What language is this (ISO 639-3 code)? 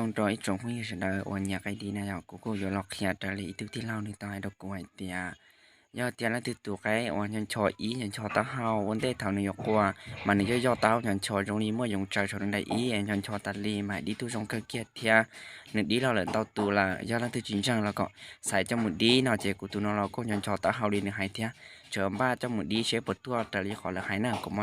hmn